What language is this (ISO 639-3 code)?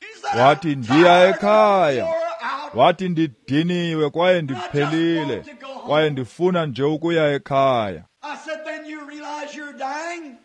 xho